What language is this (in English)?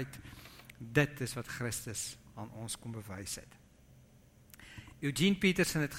Afrikaans